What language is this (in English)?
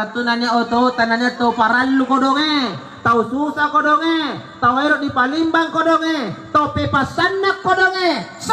Makasar